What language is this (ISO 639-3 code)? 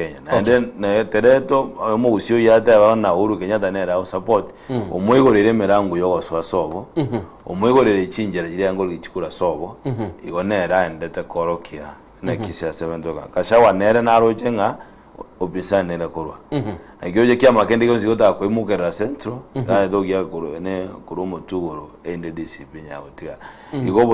guz